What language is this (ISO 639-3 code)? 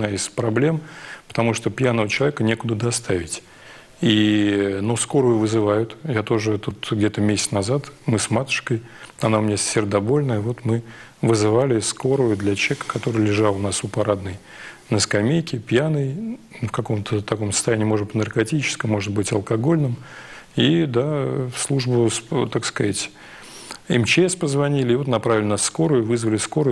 rus